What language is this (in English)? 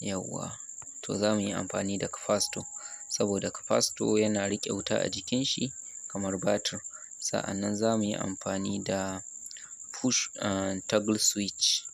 Hausa